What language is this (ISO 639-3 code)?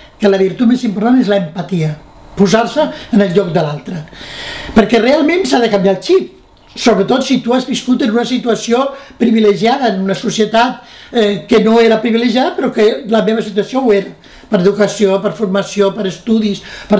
cat